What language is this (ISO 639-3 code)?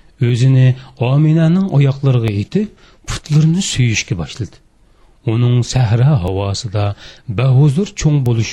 uig